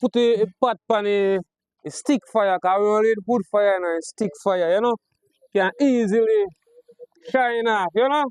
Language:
Jamaican Creole English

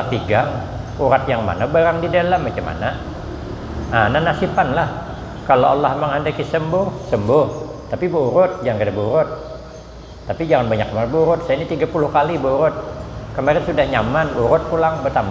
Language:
Banjar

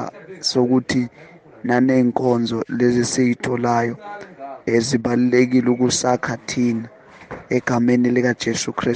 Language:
Zulu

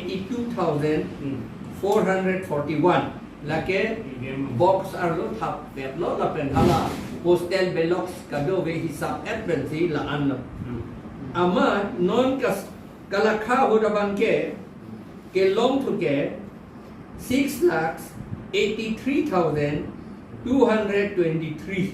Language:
Karbi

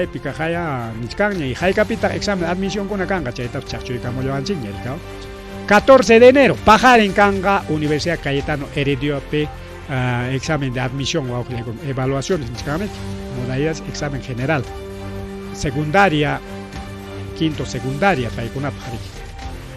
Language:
Ayacucho Quechua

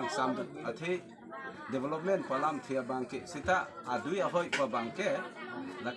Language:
Karbi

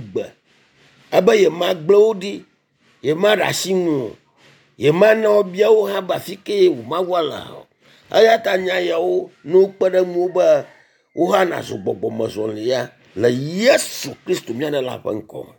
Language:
Ewe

